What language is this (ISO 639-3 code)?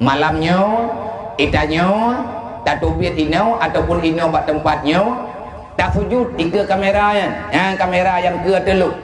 ace